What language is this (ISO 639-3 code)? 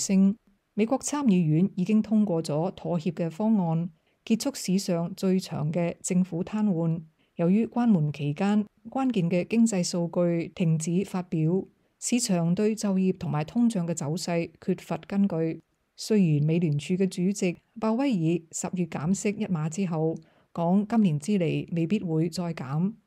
yue